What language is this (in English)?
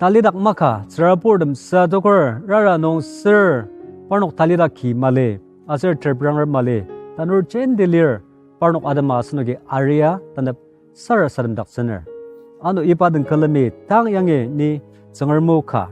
Ao Naga